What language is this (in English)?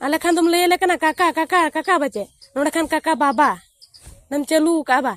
Santali